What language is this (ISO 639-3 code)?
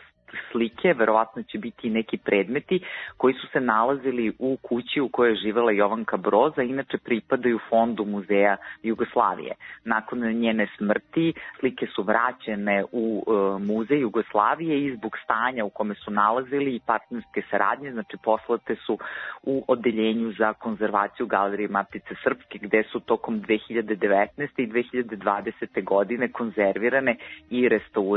srp